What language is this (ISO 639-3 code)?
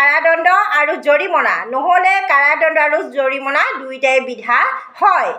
asm